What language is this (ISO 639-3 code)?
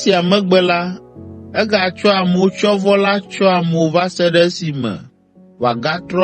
ewe